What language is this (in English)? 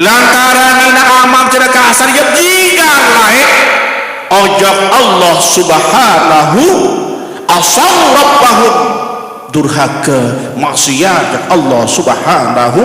Sasak